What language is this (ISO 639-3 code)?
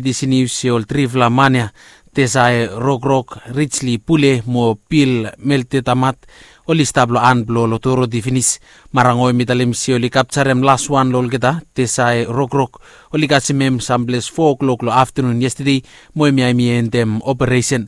bis